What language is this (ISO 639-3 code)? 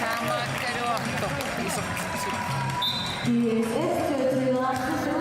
kal